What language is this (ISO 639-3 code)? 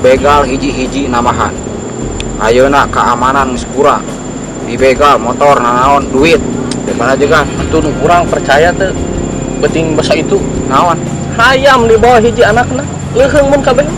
sun